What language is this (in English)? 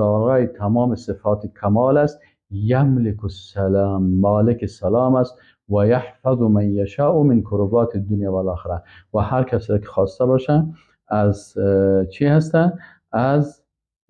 Persian